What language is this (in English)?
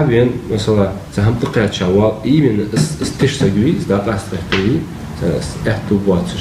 Ingush